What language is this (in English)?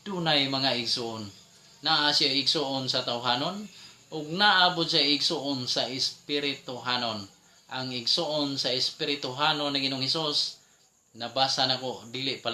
Cebuano